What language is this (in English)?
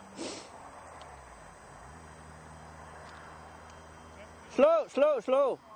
Danish